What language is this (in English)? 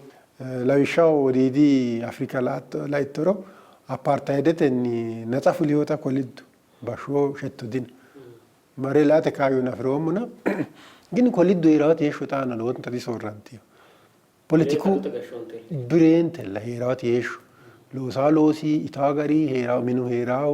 Sidamo